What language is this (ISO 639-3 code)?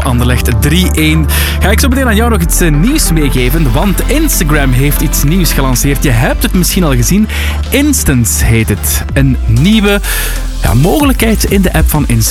nld